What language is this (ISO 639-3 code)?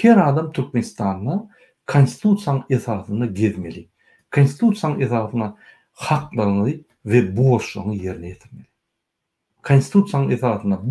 tuk